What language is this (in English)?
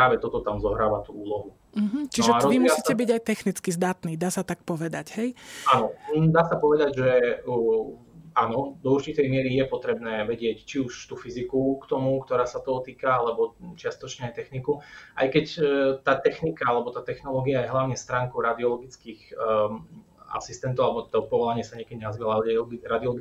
Slovak